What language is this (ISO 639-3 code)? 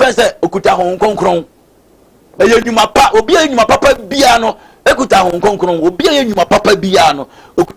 aka